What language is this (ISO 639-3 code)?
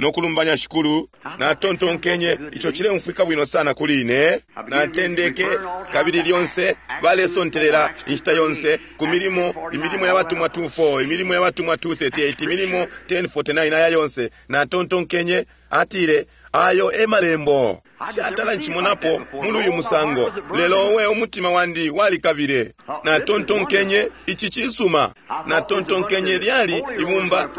bem